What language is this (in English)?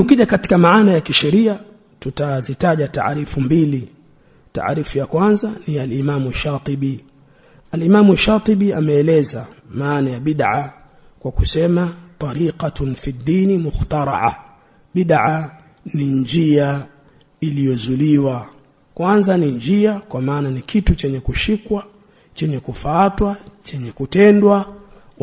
Swahili